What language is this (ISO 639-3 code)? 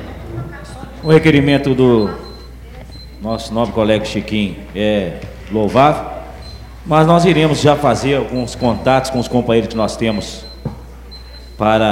por